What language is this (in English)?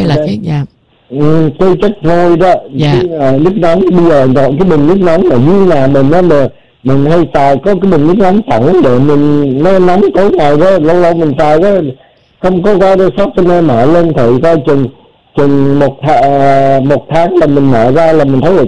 Vietnamese